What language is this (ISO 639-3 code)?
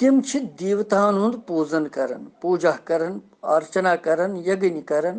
kas